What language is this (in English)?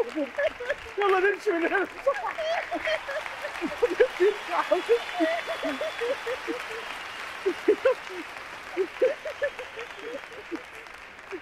Egyptian Arabic